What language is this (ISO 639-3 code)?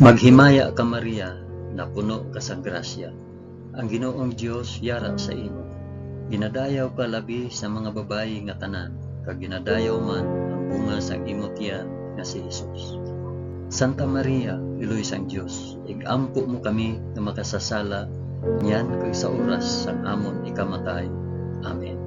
hil